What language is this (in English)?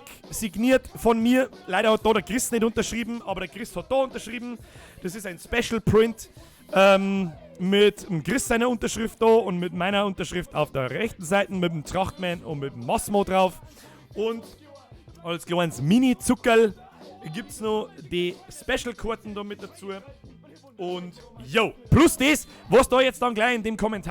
Bavarian